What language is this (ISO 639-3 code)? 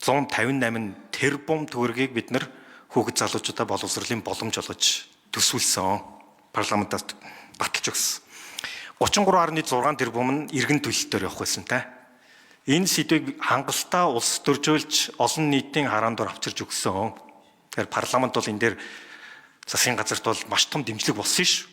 mon